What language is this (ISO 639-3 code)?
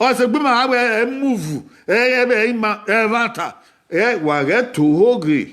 bin